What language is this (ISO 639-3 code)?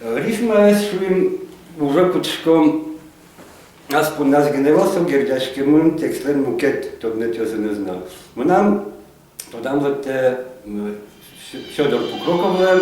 udm